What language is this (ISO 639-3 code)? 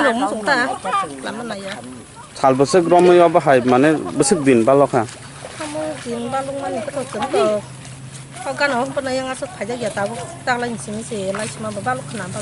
trp